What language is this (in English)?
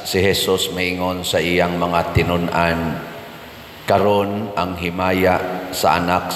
Cebuano